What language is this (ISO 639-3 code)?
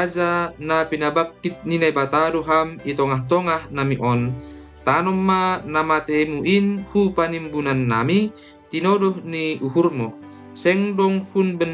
bts